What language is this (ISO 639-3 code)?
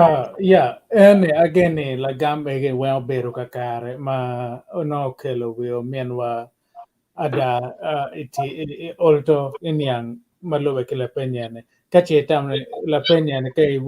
ach